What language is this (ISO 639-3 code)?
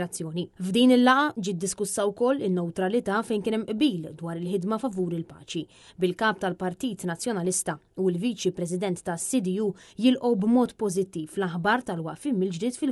mlt